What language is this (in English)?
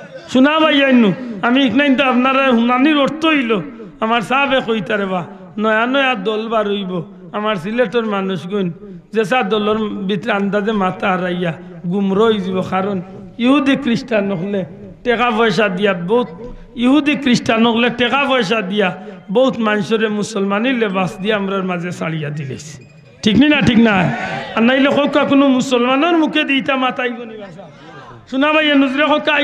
Sylheti